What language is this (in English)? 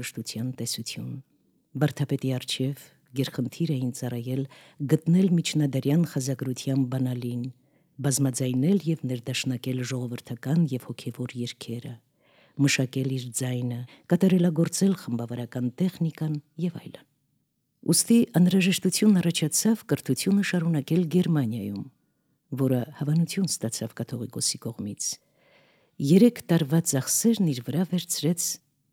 Armenian